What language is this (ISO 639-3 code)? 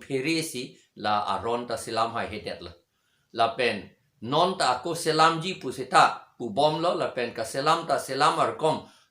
mjw